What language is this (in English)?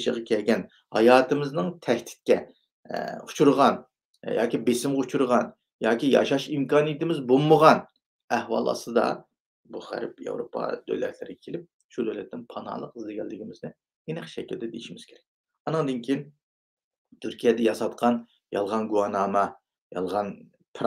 Uyghur